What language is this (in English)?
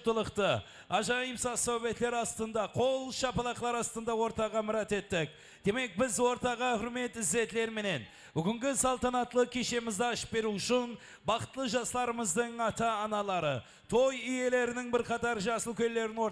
Kara-Kalpak